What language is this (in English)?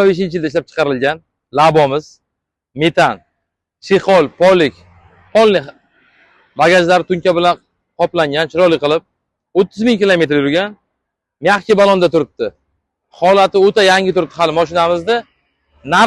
Uzbek